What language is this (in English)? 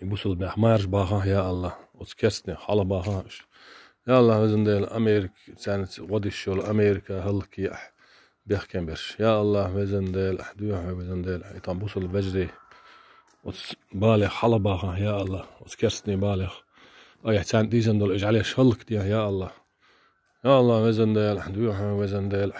Chechen